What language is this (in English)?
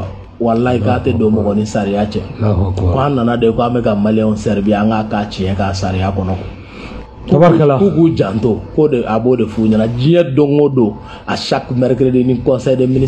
Bambara